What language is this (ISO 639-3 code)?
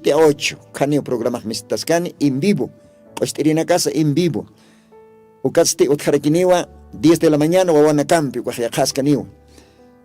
aym